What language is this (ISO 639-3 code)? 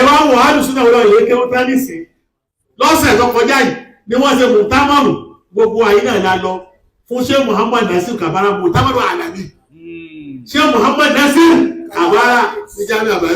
yor